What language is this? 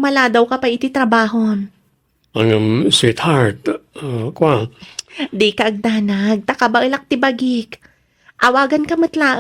Iloko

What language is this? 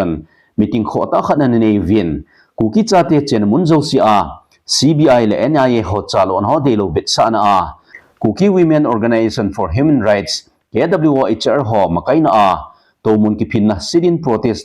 Thado Chin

